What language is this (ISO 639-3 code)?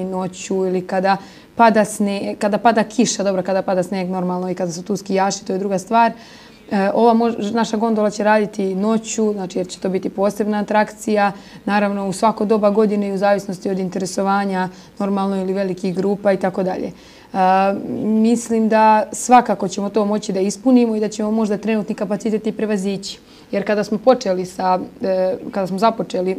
srp